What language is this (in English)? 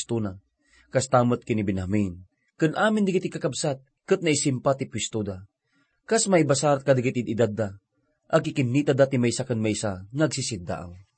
Iloko